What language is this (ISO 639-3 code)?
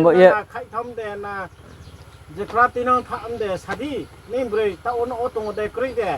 ria